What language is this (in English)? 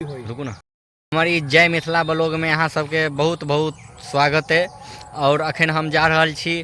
Maithili